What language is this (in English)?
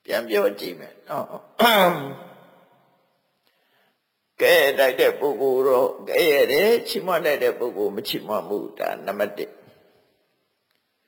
Burmese